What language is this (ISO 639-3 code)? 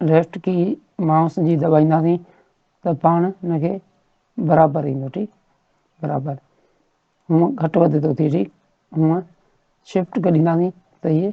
snd